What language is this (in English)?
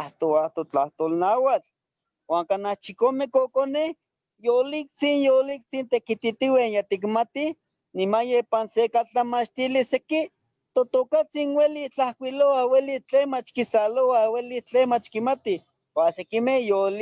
Eastern Huasteca Nahuatl